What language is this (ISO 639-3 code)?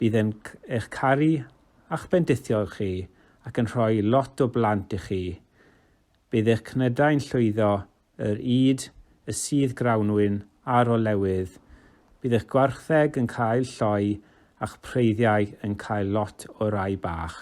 cym